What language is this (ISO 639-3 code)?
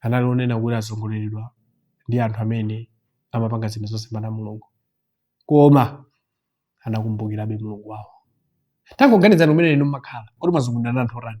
nya